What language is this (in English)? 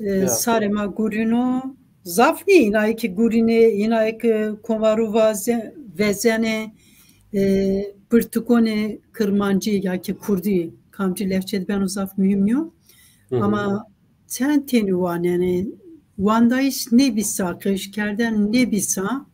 Zaza